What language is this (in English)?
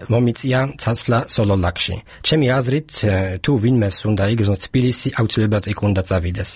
Georgian